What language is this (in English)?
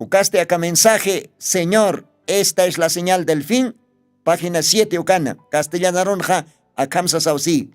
Aymara